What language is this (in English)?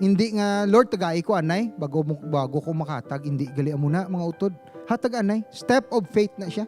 Hiligaynon